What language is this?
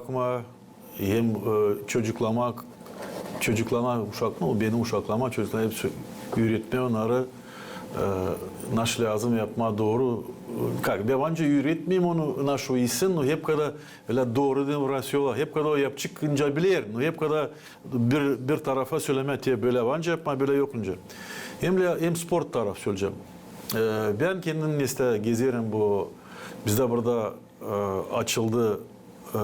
Gagauz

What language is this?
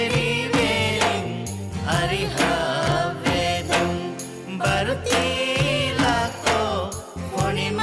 Divehi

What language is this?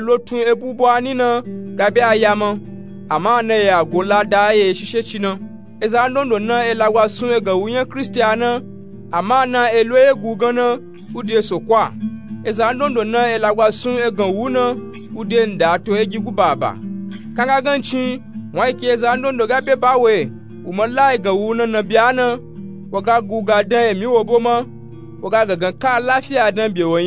Nupe-Nupe-Tako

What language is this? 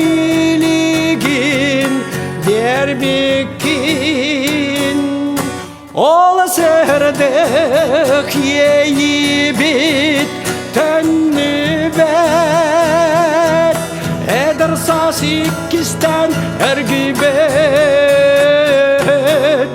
Yakut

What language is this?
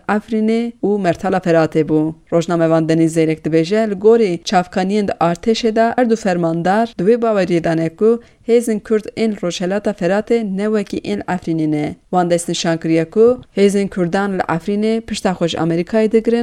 Kurdish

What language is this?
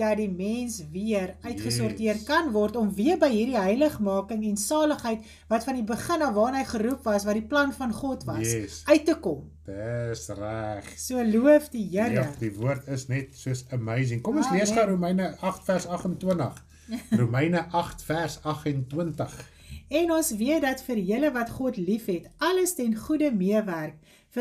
Afrikaans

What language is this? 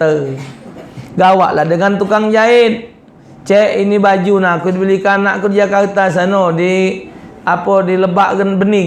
Musi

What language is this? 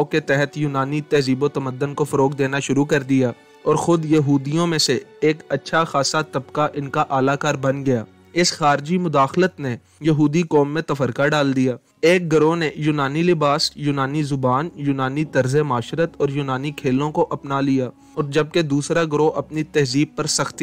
Urdu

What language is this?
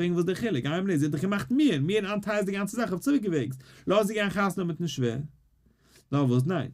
Yiddish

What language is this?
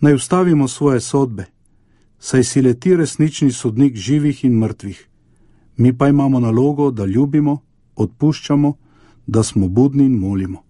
Slovenian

